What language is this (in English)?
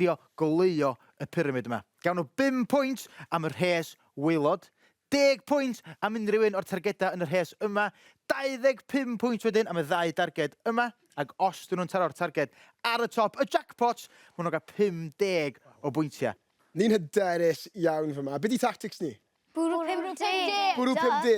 Welsh